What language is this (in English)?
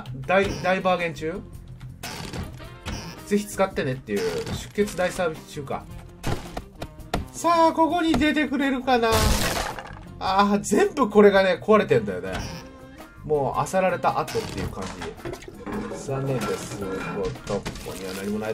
Japanese